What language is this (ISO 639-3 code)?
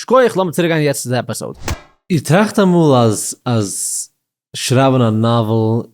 yid